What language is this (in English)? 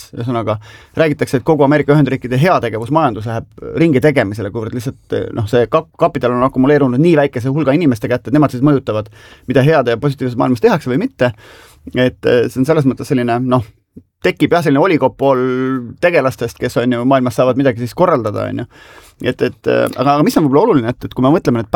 Estonian